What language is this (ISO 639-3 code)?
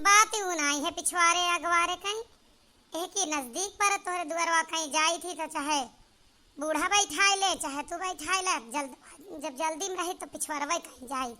awa